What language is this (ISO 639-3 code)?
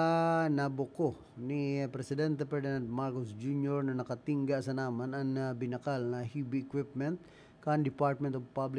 bik